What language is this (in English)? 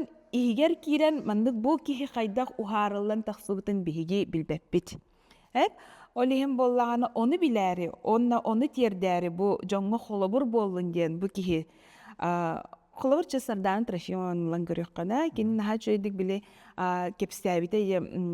Yakut